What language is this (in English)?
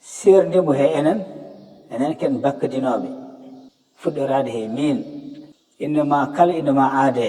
Fula